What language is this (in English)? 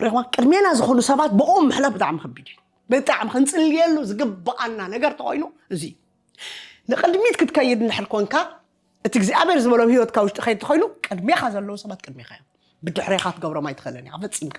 Tigrinya